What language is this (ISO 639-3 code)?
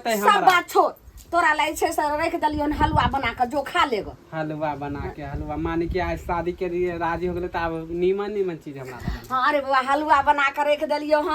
mai